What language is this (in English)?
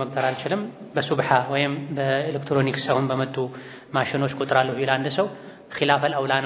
Amharic